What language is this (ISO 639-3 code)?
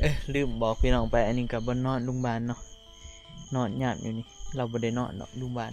tts